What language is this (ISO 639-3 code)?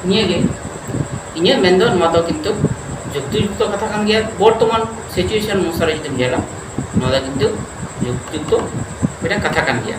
sat